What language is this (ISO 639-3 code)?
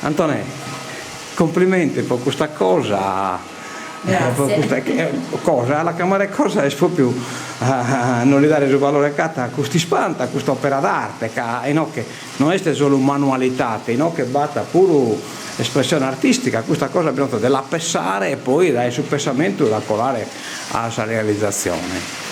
srd